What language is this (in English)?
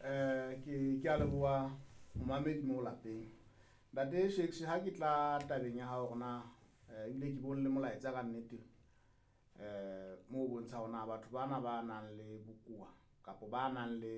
Southern Sotho